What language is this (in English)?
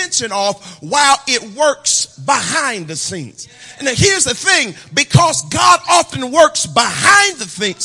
English